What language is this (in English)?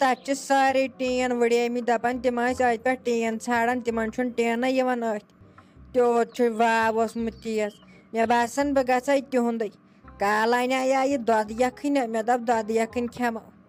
Kashmiri